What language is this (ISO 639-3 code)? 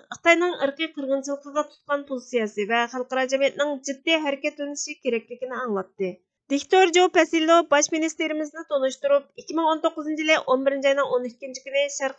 uig